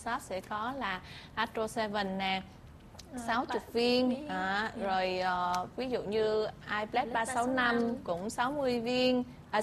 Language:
Vietnamese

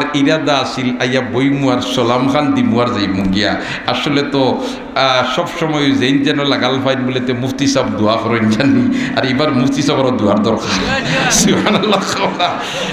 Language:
Sylheti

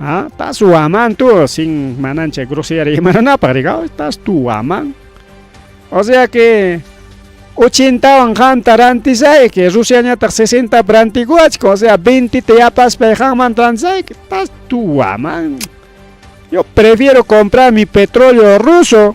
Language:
Ayacucho Quechua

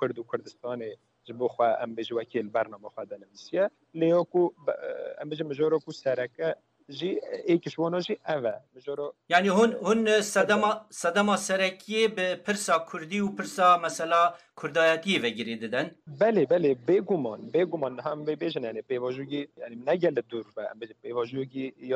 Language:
Kurdish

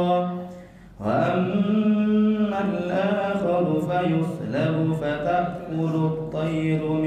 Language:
Arabic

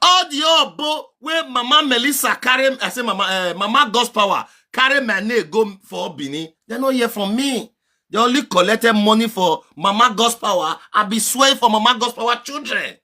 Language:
Nigerian Pidgin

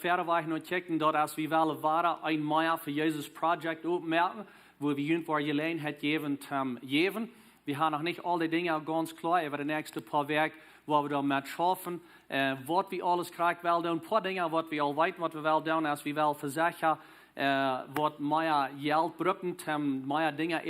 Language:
Plautdietsch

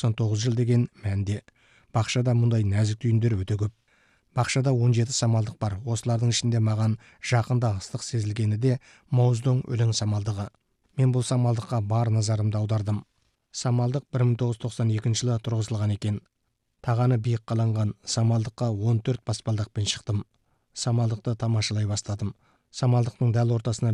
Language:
Kazakh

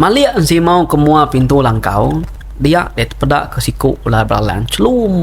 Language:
Iban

